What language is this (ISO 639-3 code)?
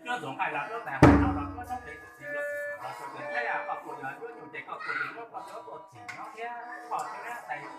hmn